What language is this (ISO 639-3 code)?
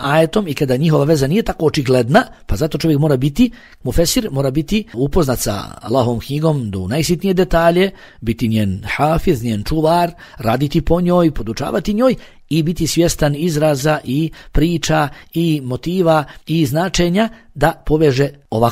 bos